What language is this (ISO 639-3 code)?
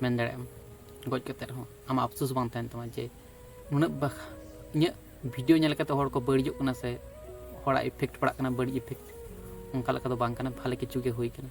sat